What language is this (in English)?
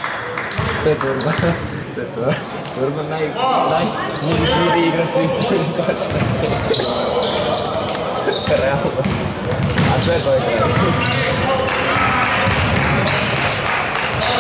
Serbian